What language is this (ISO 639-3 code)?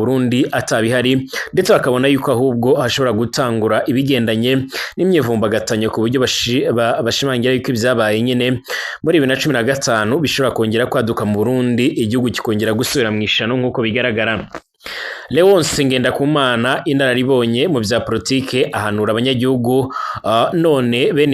run